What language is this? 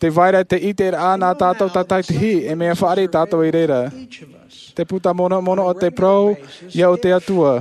Tahitian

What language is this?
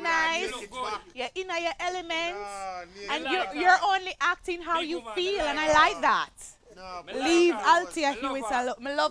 Jamaican Creole English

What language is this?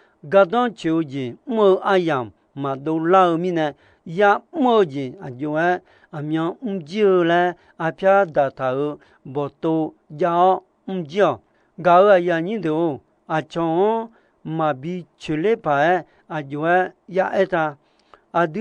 Akha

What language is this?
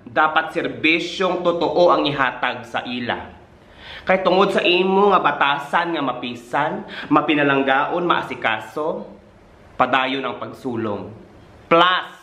Hiligaynon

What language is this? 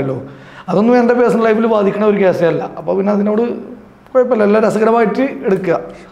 Malayalam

